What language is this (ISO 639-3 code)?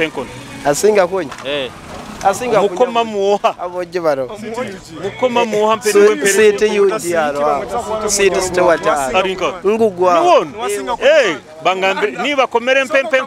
nyo